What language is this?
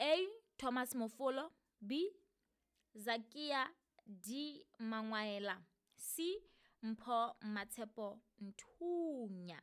Southern Sotho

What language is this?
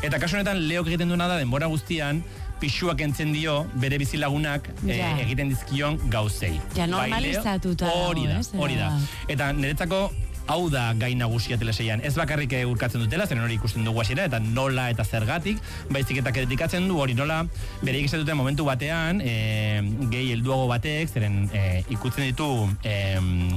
Basque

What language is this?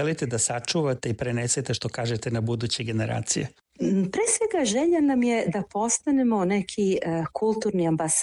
Serbian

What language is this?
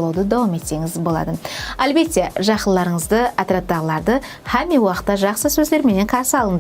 Kara-Kalpak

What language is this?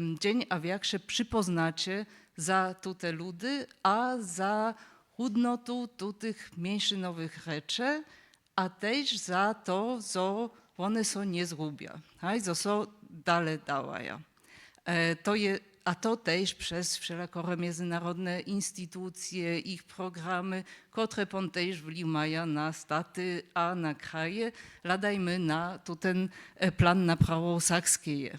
Upper Sorbian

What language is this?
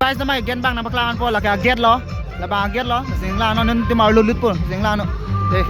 Karbi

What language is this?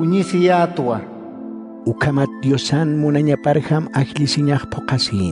Aymara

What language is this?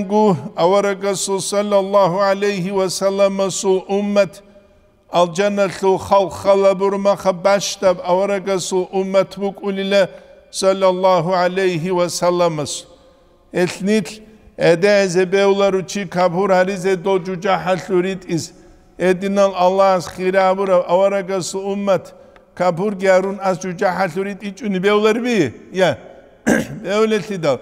Avaric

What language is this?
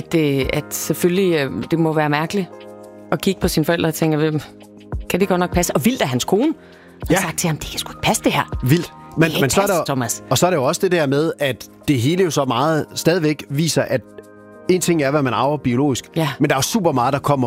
Danish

